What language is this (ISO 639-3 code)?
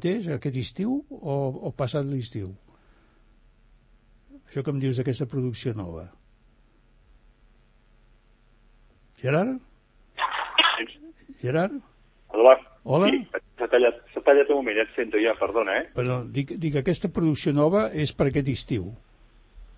cat